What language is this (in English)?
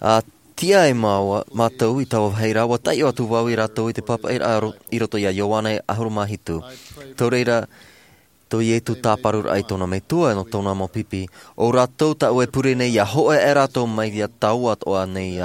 Tahitian